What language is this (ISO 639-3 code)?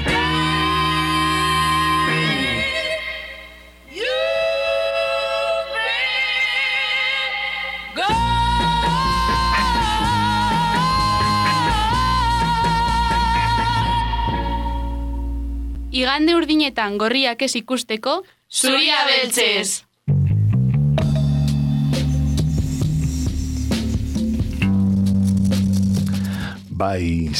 eus